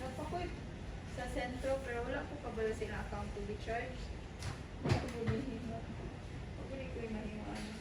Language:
Cebuano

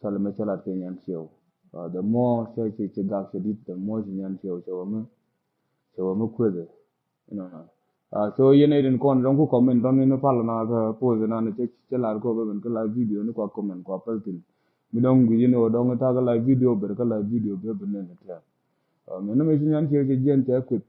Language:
Nuer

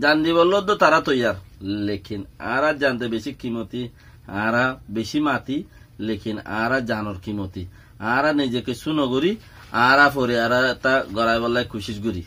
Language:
Rohingya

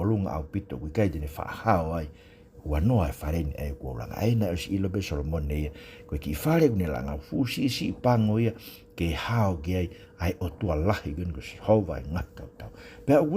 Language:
Tongan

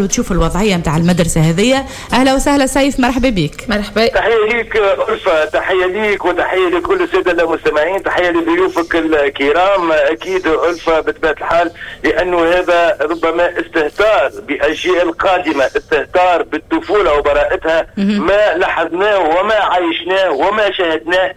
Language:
Tunisian Arabic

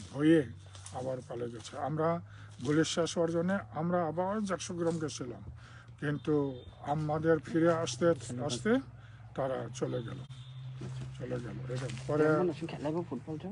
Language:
Bangla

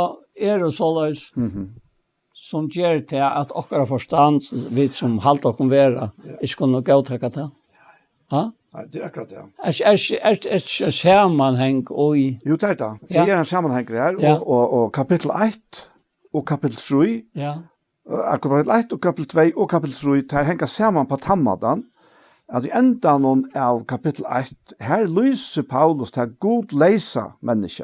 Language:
Faroese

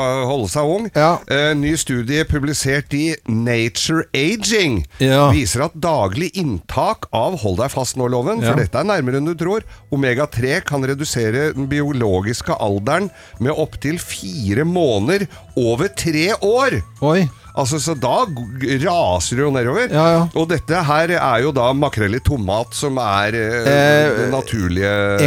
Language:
Norwegian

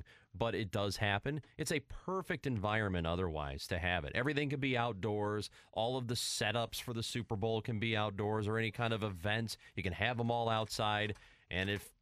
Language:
English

